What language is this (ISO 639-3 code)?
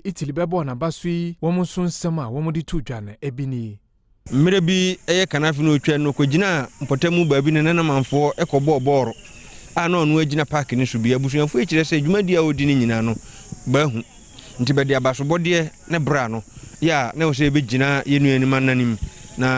aka